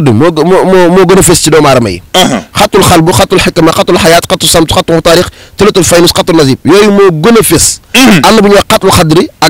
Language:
Wolof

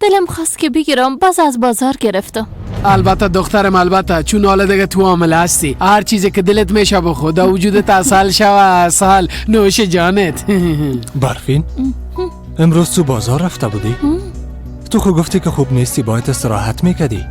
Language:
Persian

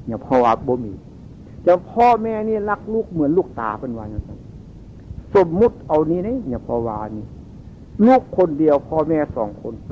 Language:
Northeastern Thai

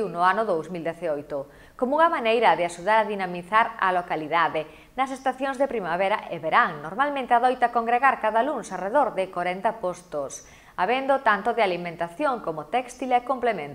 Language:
Galician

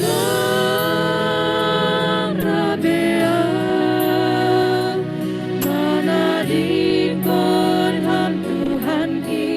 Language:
Batak Simalungun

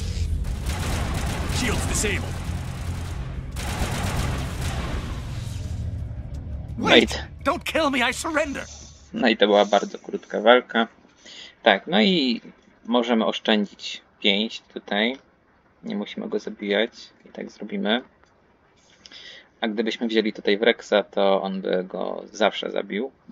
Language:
Polish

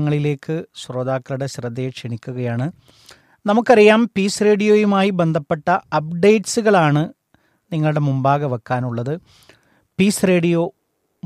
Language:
Malayalam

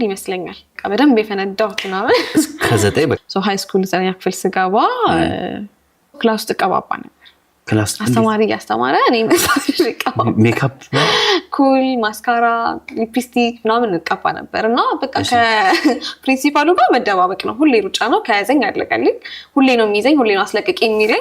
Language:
Amharic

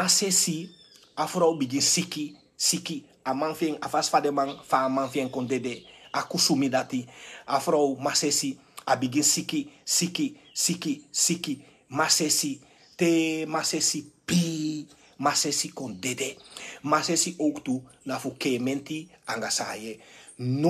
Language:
Sranan Tongo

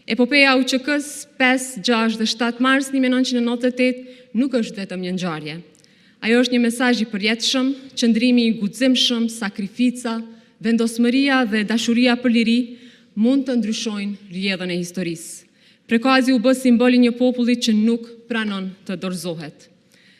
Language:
Albanian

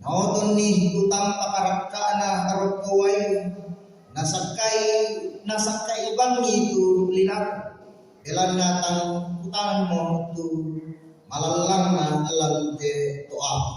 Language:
Toraja-Sa'dan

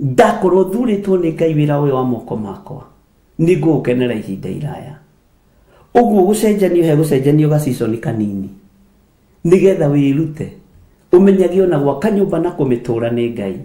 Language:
Kikuyu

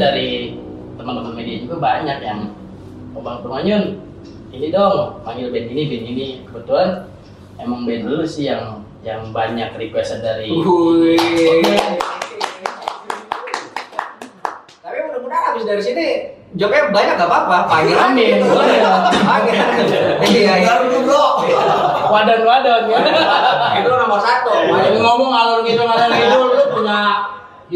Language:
Indonesian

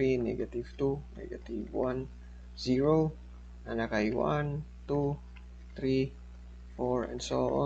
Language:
Cebuano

